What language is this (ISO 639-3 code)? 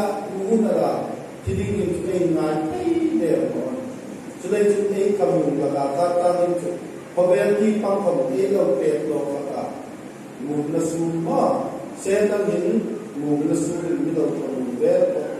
hmr